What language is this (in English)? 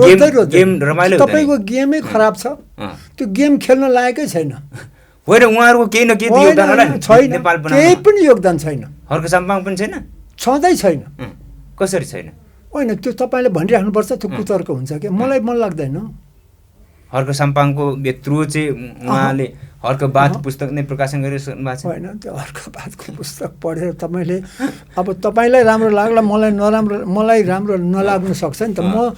Nepali